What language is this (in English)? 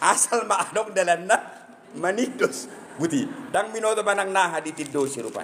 Batak Toba